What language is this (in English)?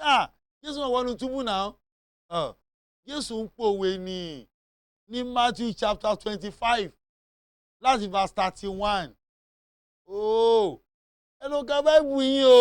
Yoruba